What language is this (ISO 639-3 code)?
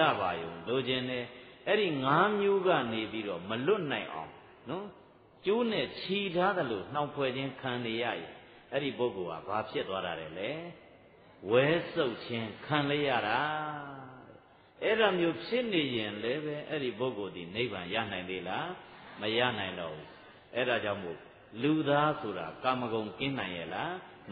mya